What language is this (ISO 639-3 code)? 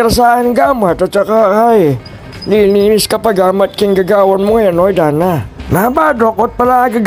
pam